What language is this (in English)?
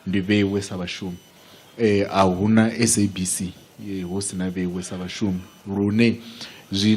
Venda